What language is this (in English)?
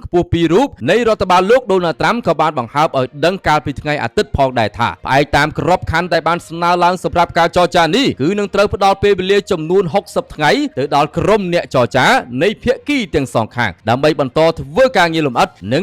Khmer